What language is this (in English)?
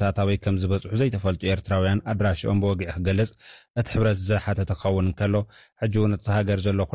Tigrinya